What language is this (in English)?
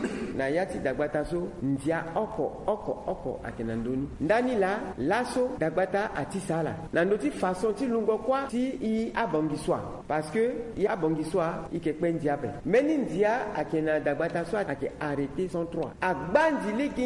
Sango